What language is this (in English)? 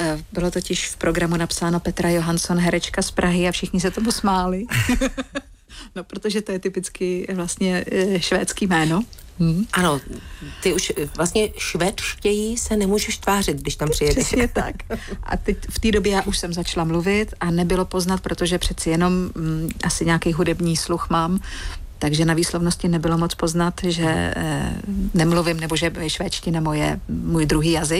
Czech